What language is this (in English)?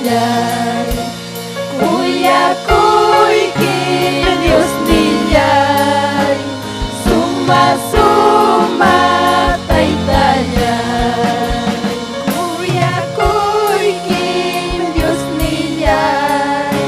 Ayacucho Quechua